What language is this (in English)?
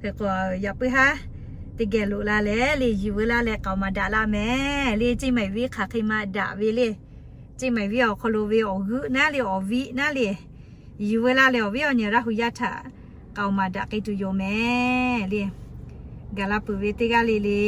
Lahu